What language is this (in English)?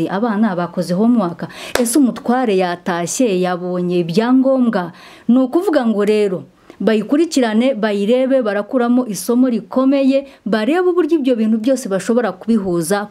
Kinyarwanda